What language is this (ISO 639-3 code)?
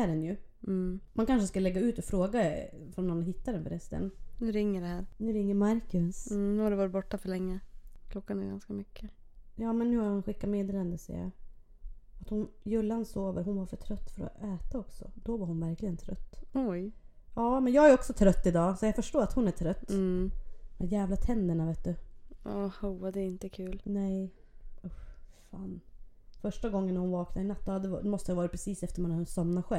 swe